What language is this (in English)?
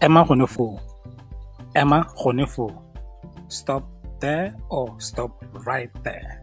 Tswana